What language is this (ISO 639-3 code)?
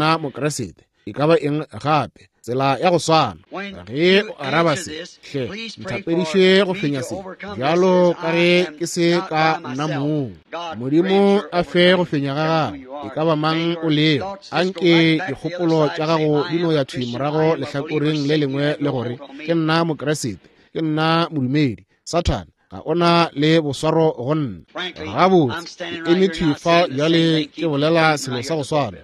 nso